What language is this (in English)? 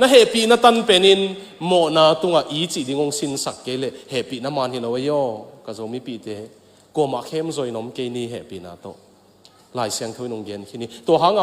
Tedim Chin